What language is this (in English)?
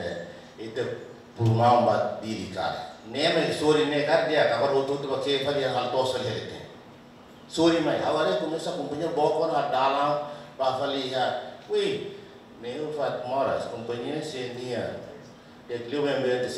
Tetum